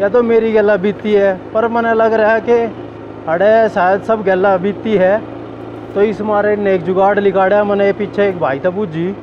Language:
Haryanvi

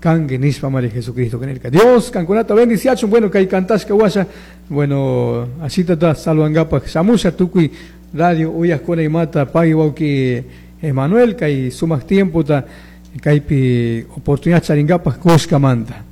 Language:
Chimborazo Highland Quichua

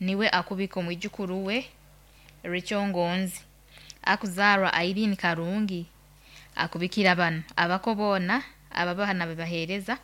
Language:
Nyoro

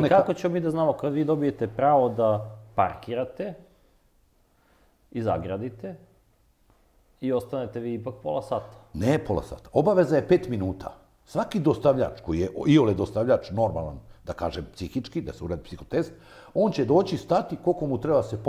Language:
Serbian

